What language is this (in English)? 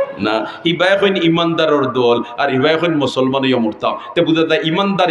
Sylheti